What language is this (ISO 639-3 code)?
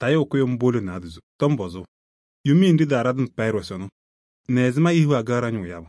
kbp